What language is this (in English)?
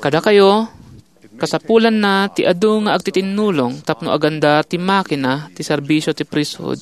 Iloko